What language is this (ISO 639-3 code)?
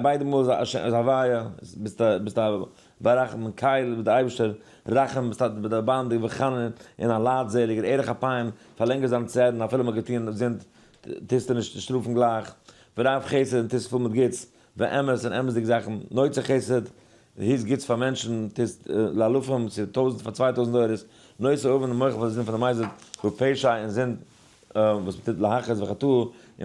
yid